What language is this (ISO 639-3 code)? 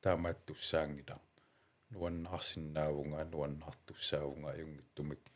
kal